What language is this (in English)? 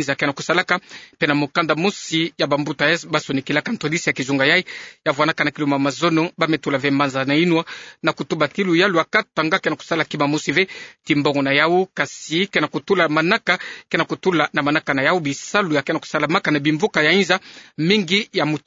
Kituba (Democratic Republic of Congo)